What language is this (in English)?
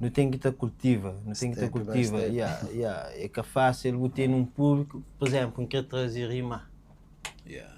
Kabuverdianu